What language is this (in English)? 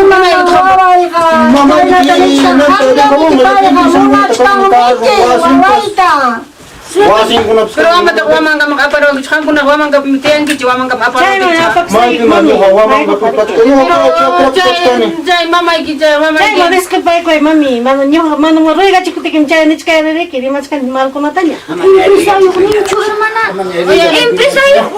Ayacucho Quechua